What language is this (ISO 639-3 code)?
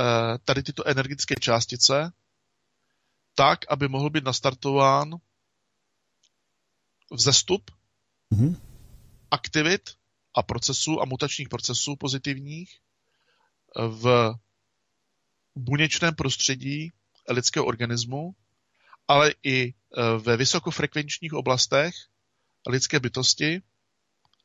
ces